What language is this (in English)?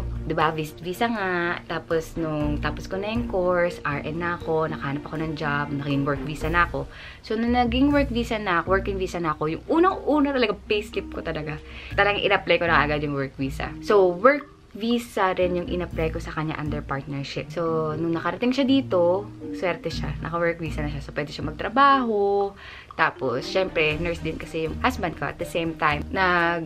Filipino